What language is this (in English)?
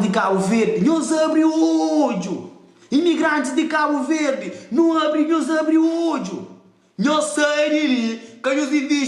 Kabuverdianu